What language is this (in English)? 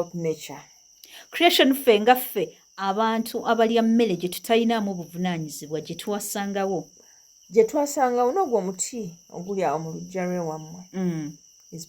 Ganda